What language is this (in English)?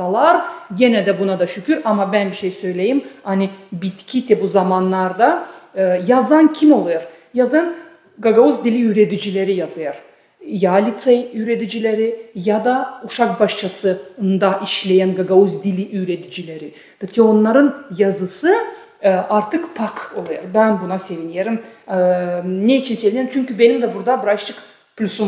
Gagauz